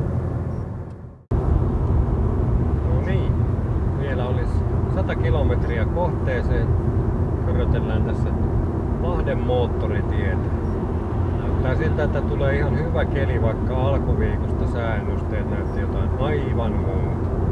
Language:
Finnish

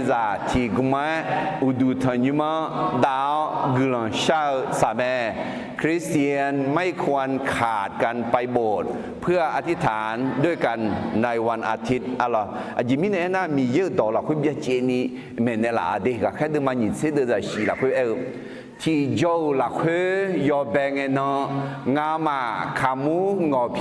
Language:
Akha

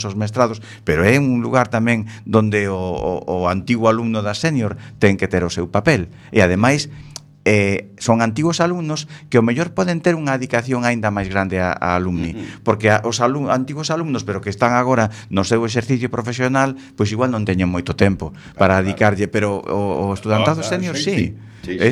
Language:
Galician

